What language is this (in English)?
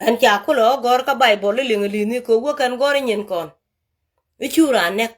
Nuer